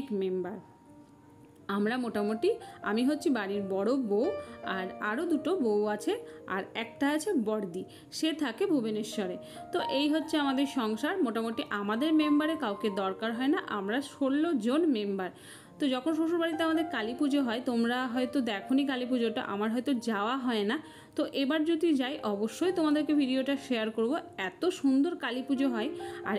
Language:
Bangla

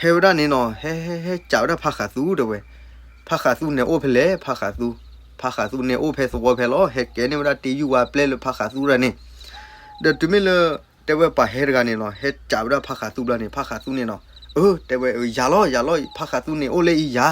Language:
S'gaw Karen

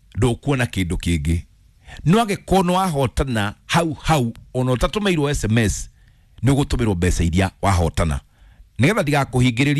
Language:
Kikuyu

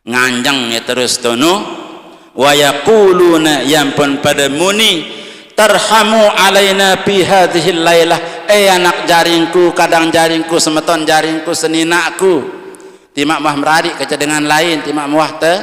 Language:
Sasak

